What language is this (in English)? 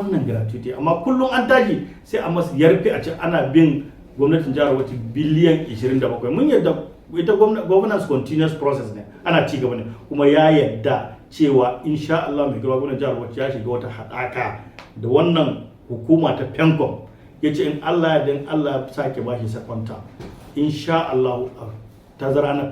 Hausa